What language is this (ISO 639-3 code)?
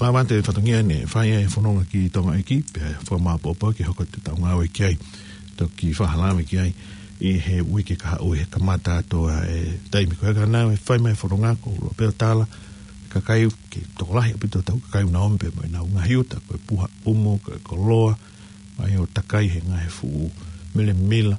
ton